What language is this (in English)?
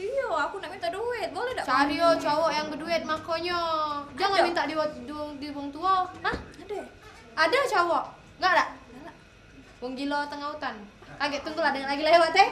Musi